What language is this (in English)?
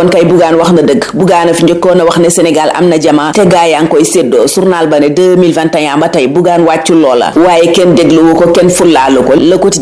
Wolof